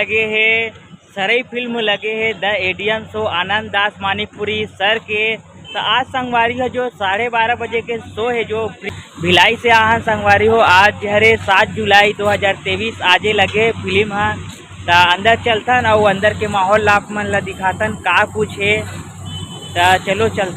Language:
Chhattisgarhi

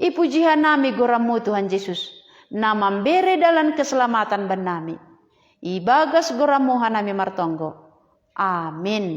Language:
Batak Simalungun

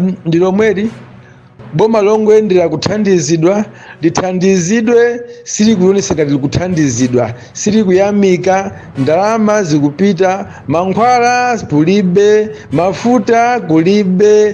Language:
Nyanja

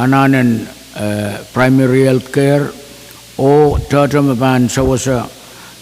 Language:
Pohnpeian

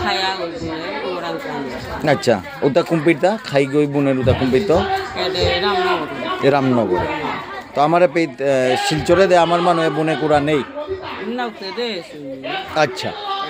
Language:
Bishnupriya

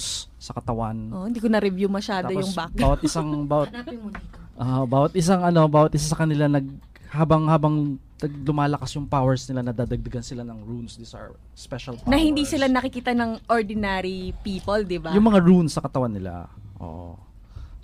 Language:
Filipino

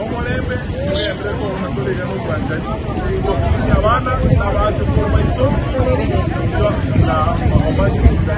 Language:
Gusii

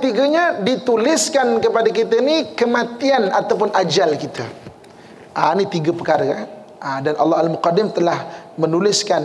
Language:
Malay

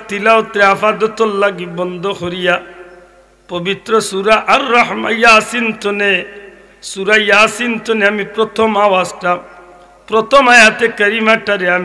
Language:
Sylheti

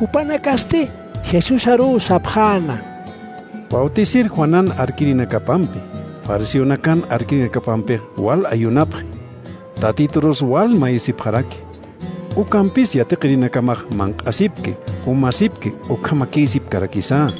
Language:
Aymara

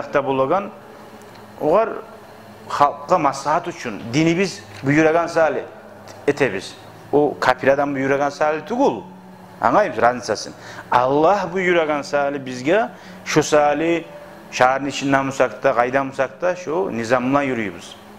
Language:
Kumyk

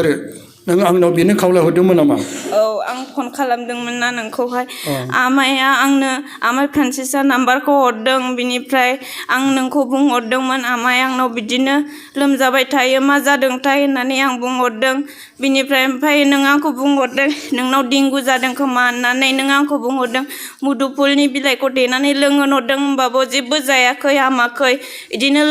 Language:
Bodo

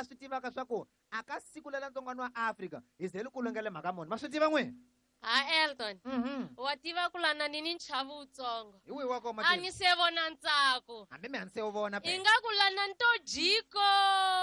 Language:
Tsonga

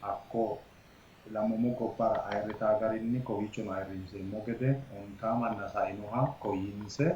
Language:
Sidamo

